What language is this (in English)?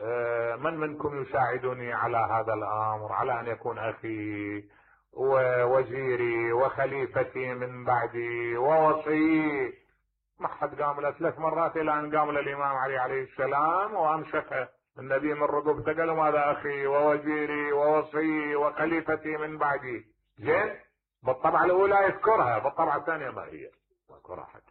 Mesopotamian Arabic